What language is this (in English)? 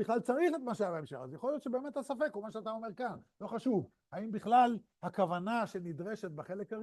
Hebrew